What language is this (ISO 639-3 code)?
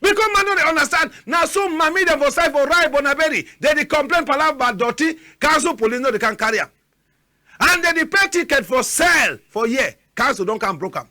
wes